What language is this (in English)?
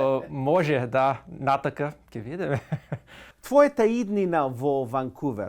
Macedonian